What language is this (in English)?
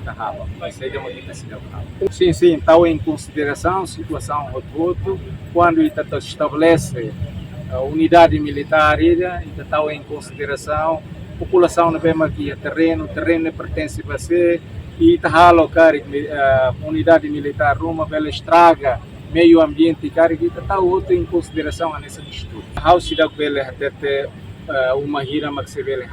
Tetum